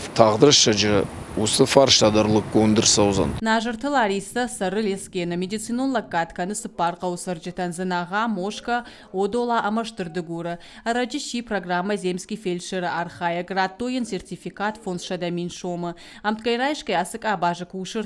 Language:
Ossetic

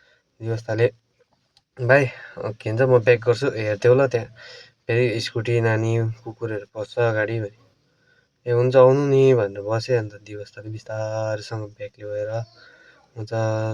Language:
Nepali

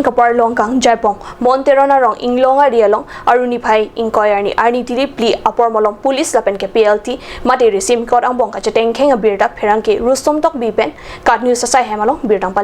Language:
Karbi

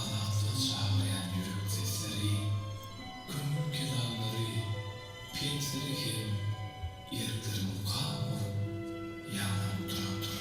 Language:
Turkmen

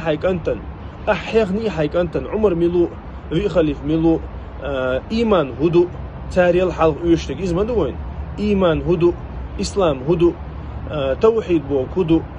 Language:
Chechen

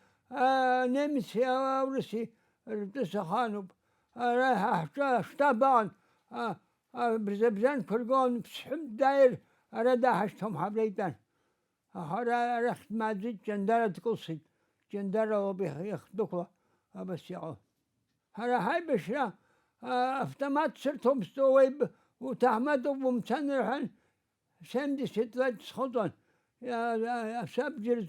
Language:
Abkhazian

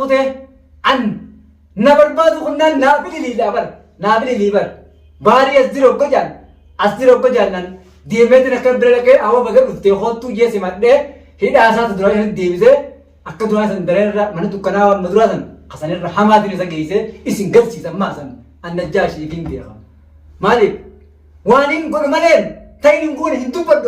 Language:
Oromo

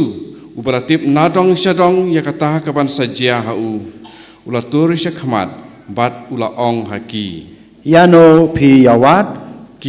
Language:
Khasi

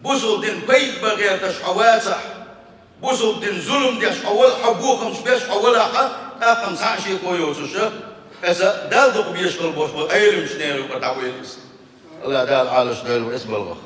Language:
Chechen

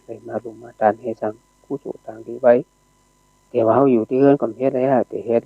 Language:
Shan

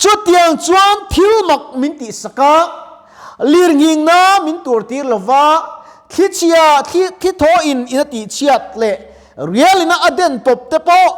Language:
Mizo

